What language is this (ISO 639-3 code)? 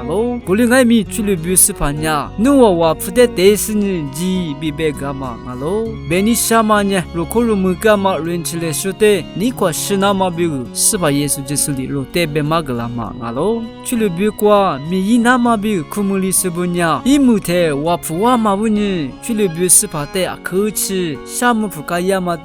lis